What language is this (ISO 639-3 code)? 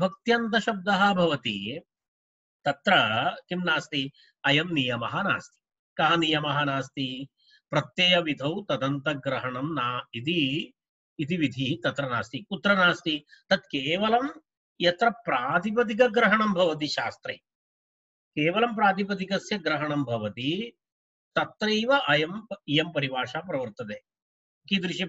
san